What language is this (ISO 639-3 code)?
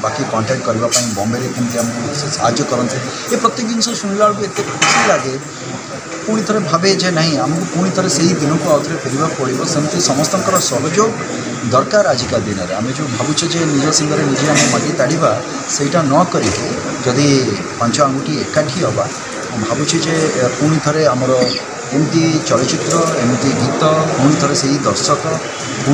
ori